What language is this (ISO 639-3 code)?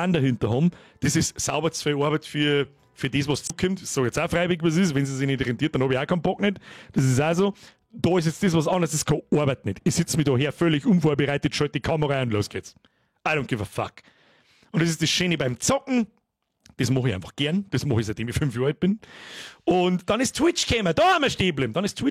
bar